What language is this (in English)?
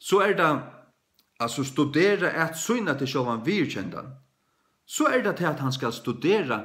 Faroese